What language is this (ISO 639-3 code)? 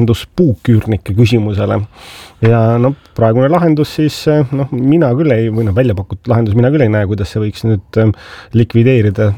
est